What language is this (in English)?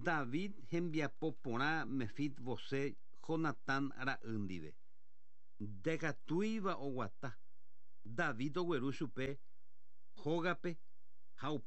Guarani